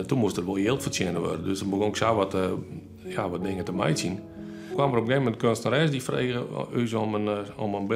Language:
Western Frisian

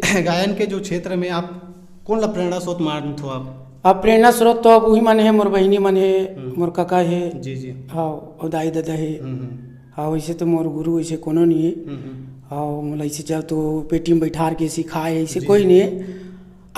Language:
Chhattisgarhi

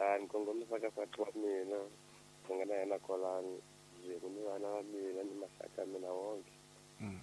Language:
Tsonga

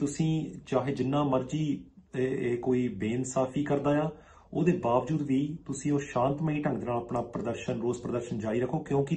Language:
Punjabi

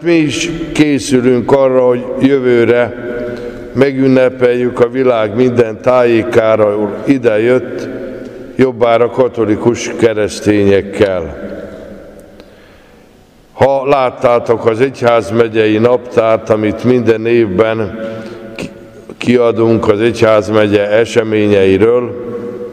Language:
Hungarian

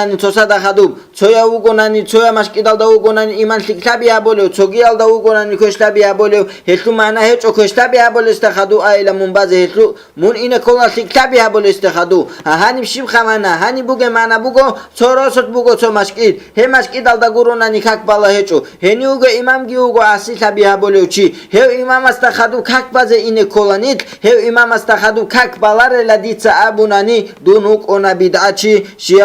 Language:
Avaric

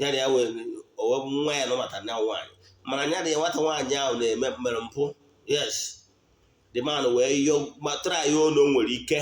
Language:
Igbo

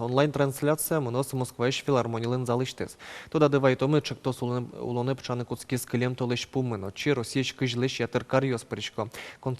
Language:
Udmurt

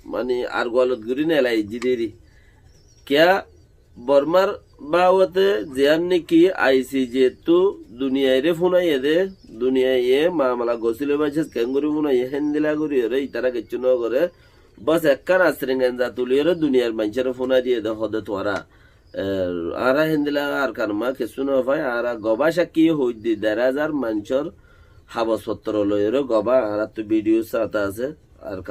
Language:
Rohingya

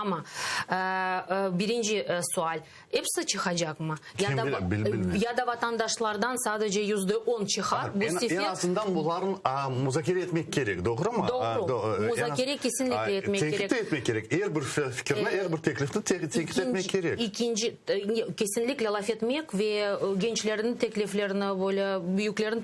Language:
Crimean Tatar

